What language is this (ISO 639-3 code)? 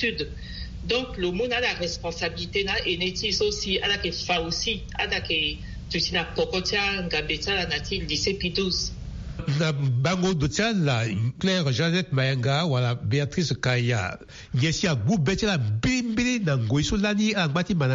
sag